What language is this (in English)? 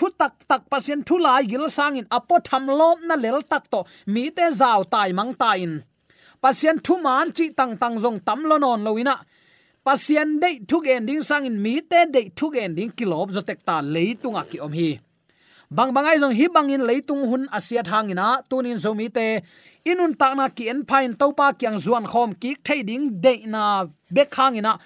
Tedim Chin